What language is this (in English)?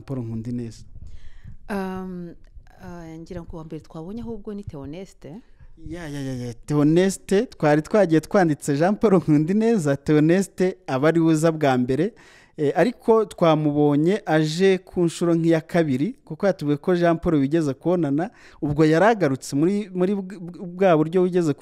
Kinyarwanda